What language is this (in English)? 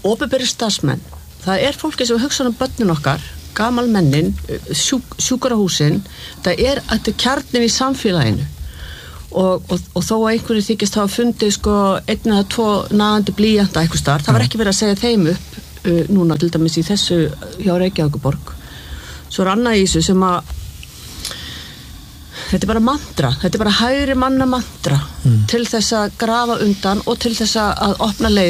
Icelandic